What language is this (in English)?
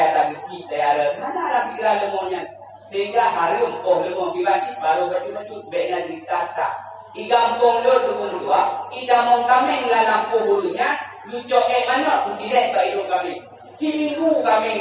Achinese